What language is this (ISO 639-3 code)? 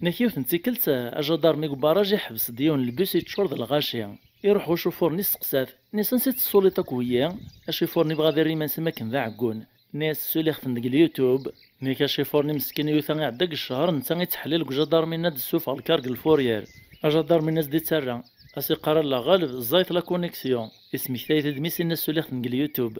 kab